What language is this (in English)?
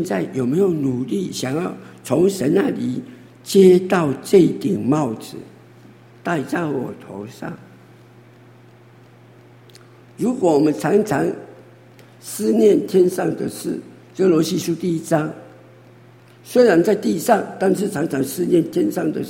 Chinese